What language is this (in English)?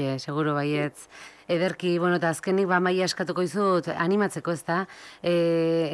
Basque